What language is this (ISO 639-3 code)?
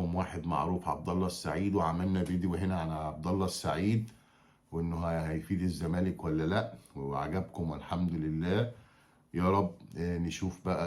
arz